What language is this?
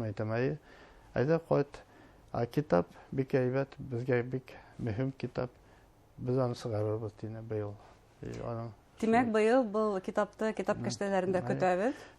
Bashkir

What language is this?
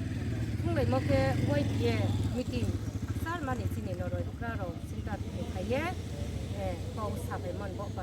Riang (India)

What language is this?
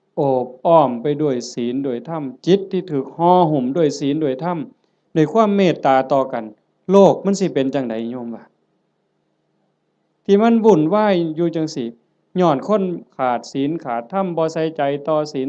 Northeastern Thai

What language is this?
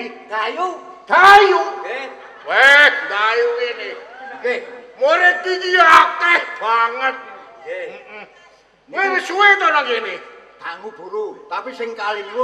Javanese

